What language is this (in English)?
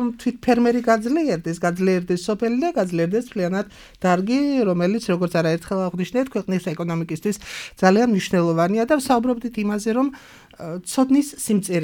Georgian